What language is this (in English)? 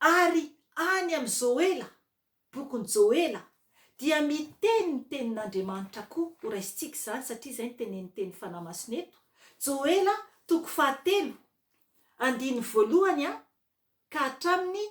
Malagasy